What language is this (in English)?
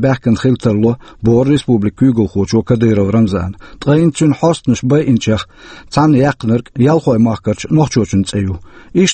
Chechen